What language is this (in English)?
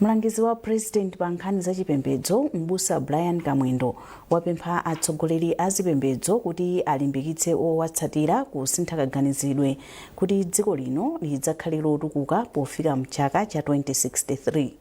Nyanja